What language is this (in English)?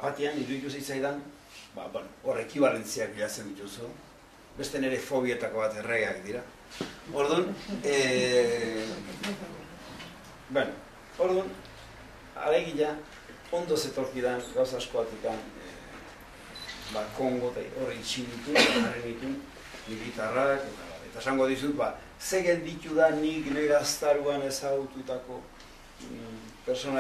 Basque